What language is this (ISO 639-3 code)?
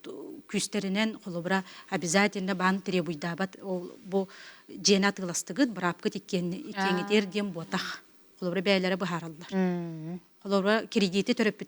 sah